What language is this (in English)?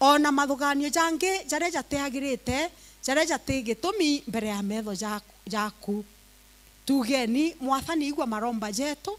Meru